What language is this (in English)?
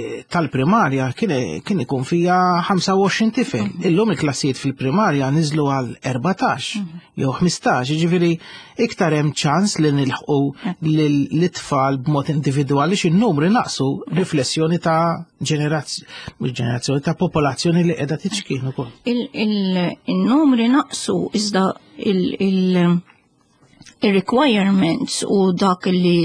Maltese